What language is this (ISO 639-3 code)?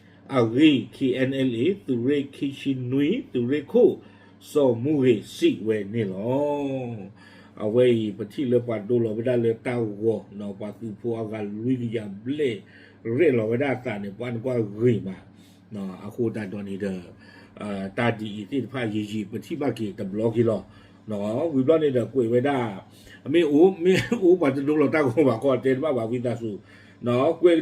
ksw